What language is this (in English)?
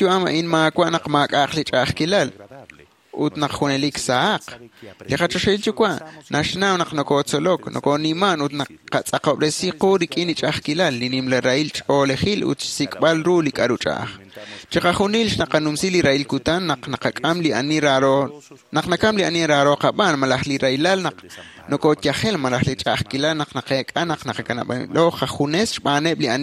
Kekchí